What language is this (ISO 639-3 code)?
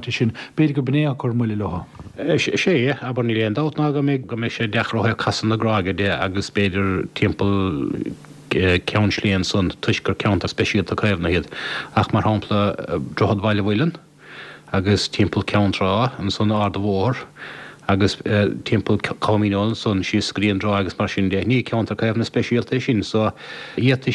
gle